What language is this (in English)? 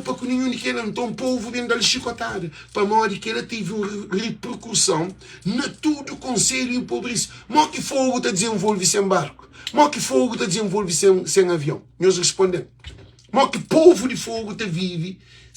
Kabuverdianu